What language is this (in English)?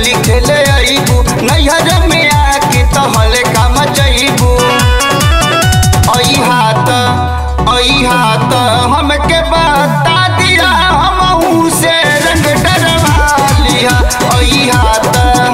Bhojpuri